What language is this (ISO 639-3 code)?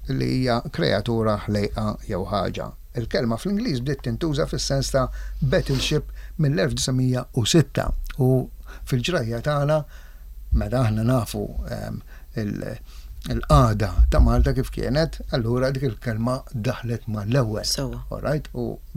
mlt